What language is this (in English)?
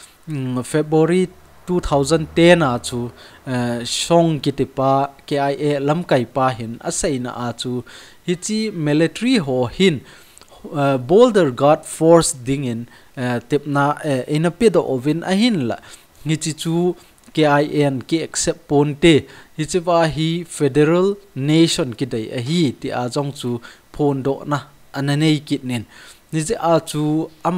Thado Chin